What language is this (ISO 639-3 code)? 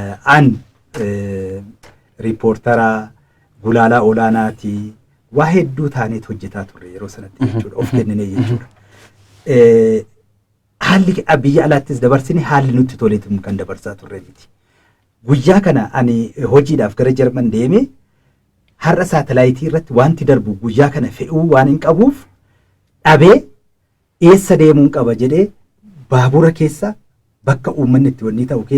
orm